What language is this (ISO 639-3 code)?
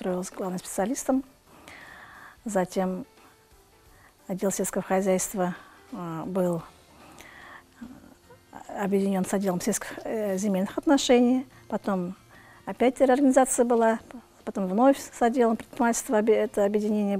rus